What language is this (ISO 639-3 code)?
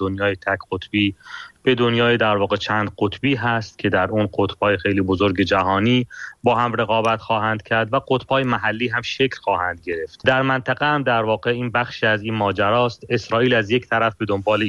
fas